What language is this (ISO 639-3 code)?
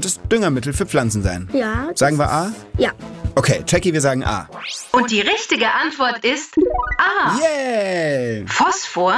deu